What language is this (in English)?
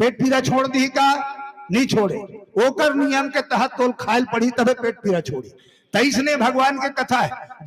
Chhattisgarhi